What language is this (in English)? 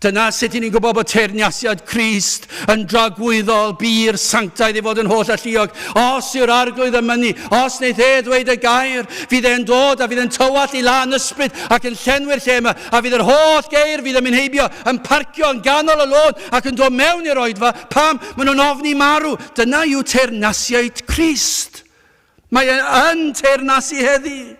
Welsh